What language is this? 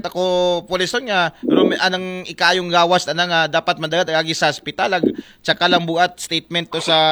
Aklanon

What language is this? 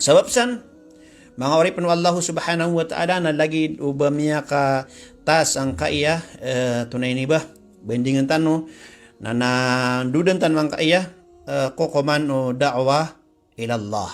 Maranao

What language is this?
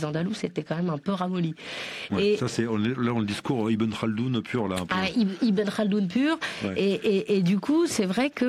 French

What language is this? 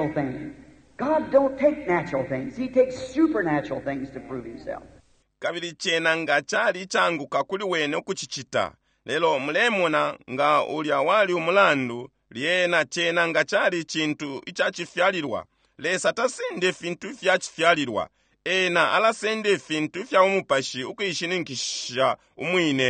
Bemba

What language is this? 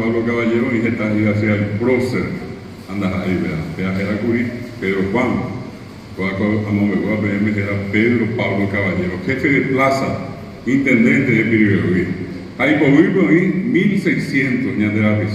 Guarani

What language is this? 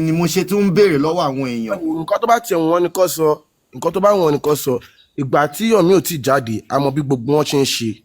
Yoruba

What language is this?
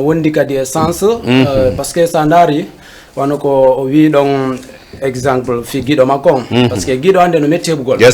Fula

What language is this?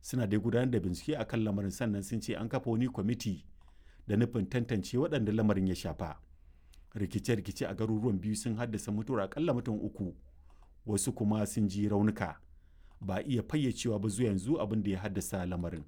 Hausa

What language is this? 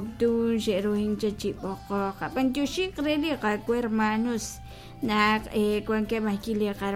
Kekchí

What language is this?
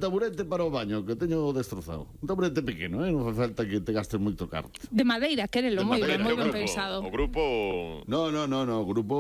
Galician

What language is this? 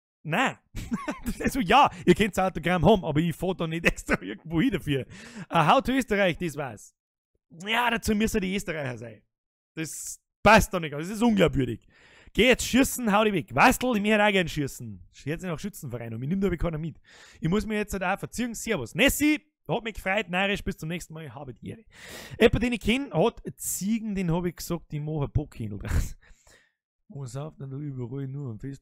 Bavarian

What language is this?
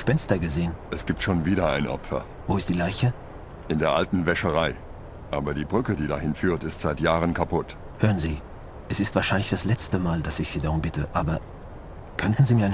Bavarian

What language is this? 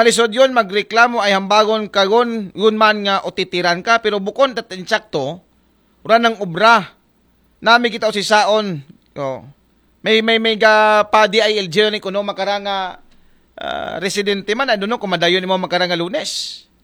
Aklanon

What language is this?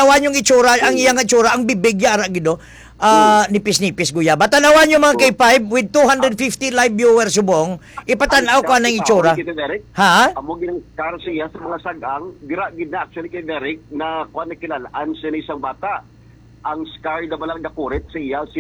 Hiligaynon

